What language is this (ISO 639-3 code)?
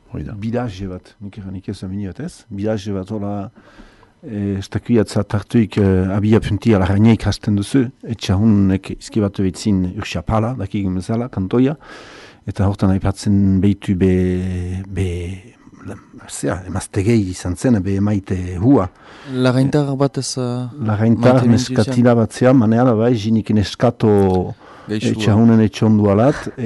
eus